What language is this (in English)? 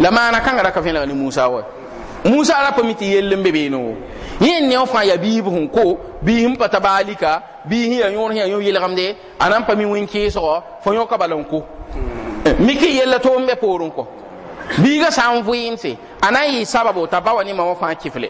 Mossi